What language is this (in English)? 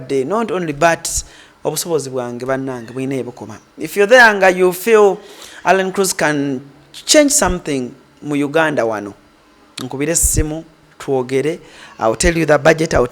Ganda